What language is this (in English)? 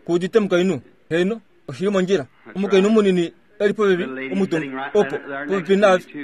Kuanyama